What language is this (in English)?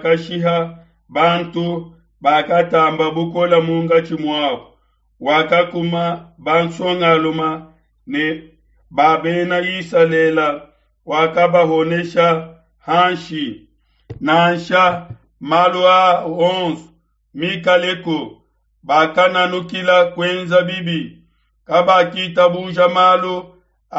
Luba-Lulua